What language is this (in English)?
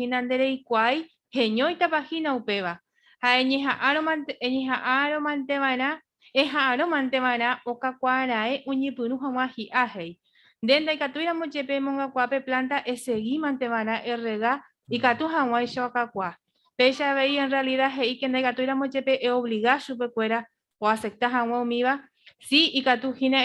Guarani